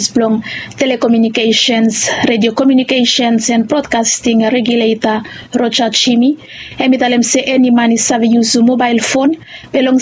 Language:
Bislama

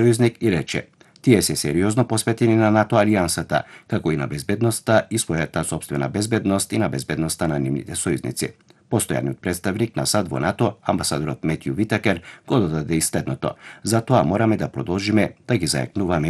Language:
Macedonian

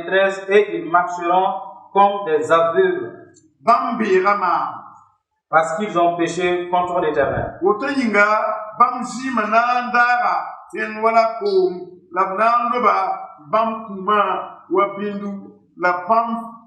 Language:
Mossi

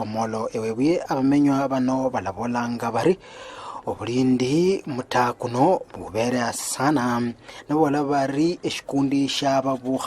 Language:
Luyia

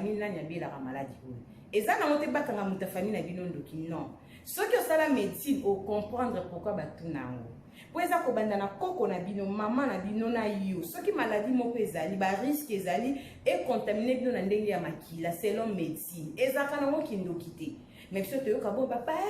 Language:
Lingala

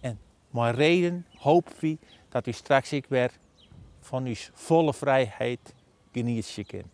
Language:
Western Frisian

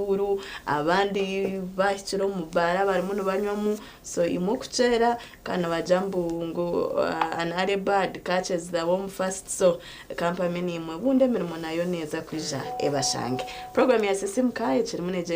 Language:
Nyankole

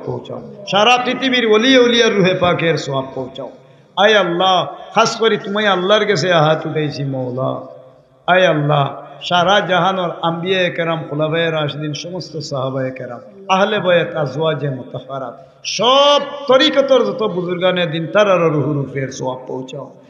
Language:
Sylheti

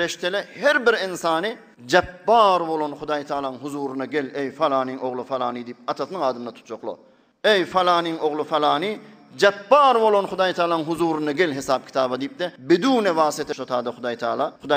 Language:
Turkmen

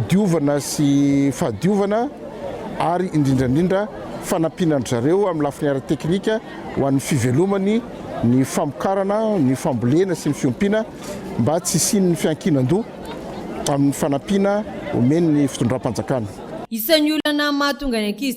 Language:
Malagasy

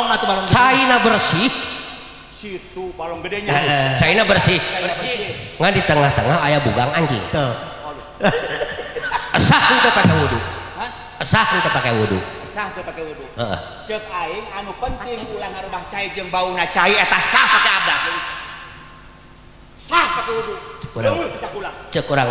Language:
Sundanese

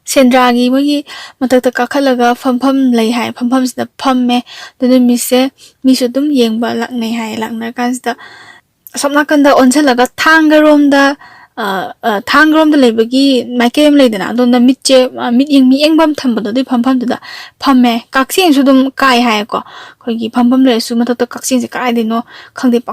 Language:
Manipuri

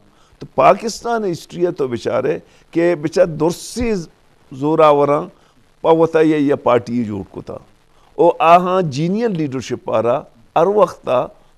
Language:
Eastern Balochi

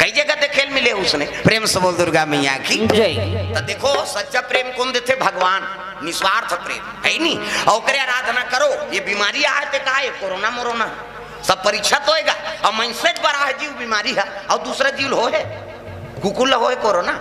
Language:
Chhattisgarhi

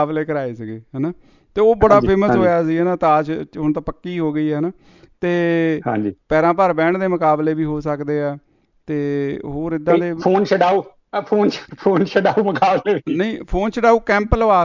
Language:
Punjabi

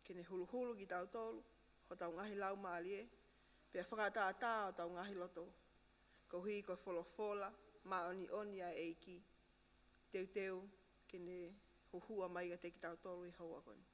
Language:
Tongan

